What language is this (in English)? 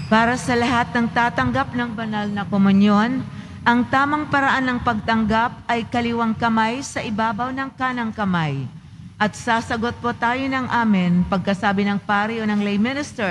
Filipino